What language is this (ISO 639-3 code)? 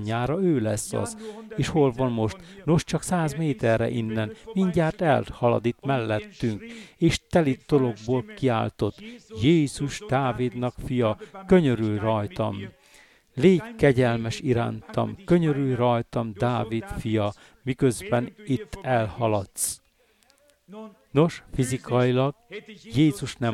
hun